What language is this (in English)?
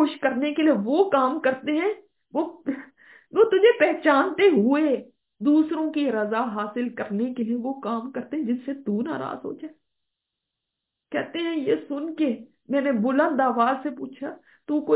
Urdu